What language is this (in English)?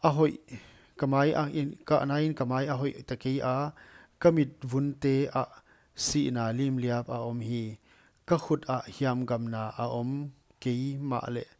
Paite Chin